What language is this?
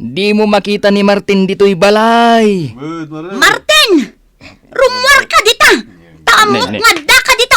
Iloko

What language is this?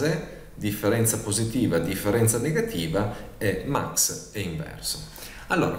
Italian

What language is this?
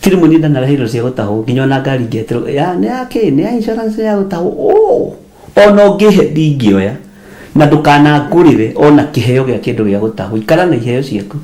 Kikuyu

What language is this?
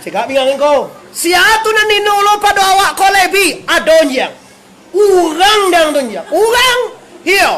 Minangkabau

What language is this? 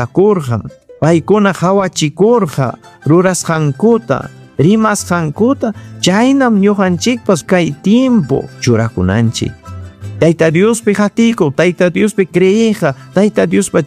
Ayacucho Quechua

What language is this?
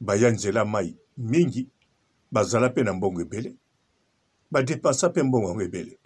Lingala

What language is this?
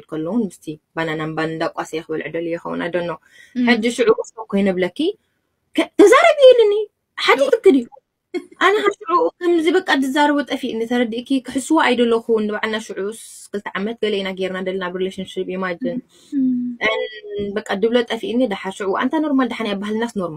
Tigrinya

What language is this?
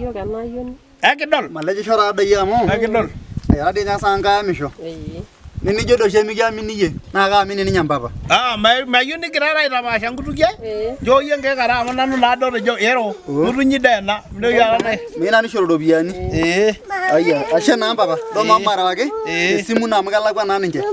Masai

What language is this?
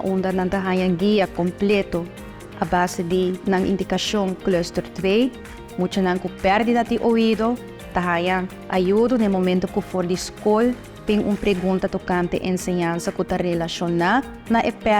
Papiamento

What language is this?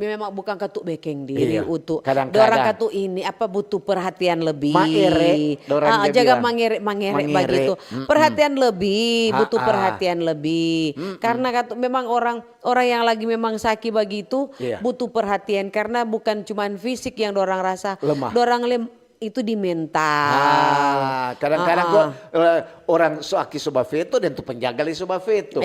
Manado Malay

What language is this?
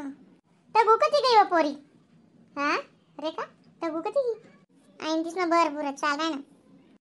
Khandesi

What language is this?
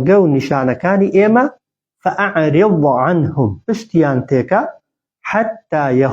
Central Kurdish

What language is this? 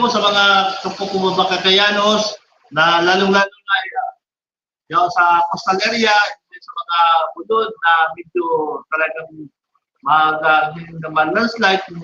Bikol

